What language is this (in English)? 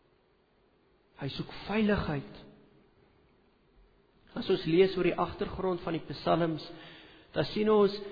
Afrikaans